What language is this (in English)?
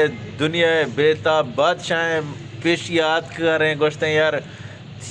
Eastern Balochi